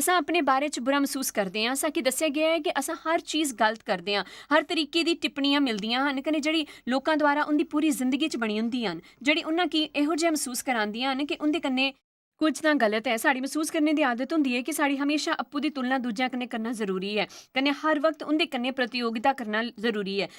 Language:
Dogri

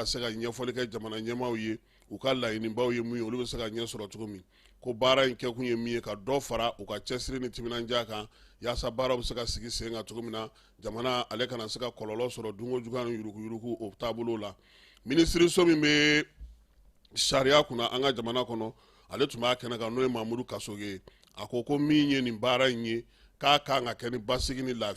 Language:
Bambara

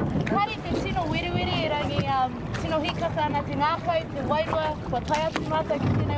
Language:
Māori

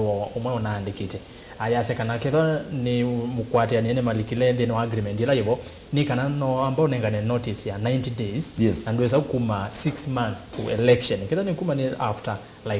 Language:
Kamba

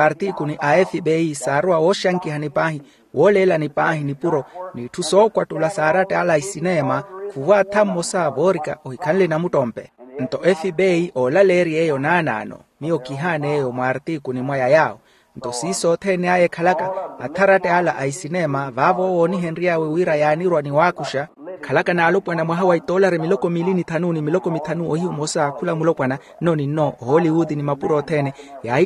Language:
Makhuwa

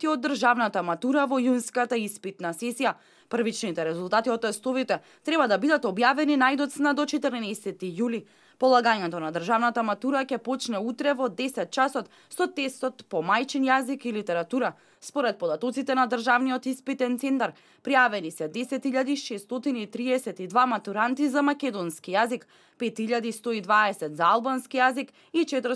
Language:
Macedonian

